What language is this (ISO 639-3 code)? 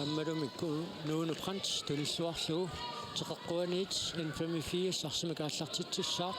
kal